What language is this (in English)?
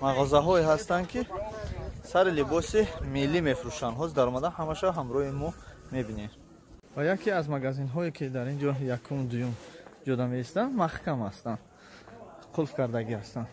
Tajik